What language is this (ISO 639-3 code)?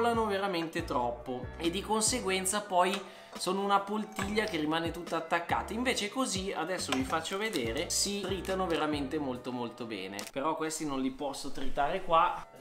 ita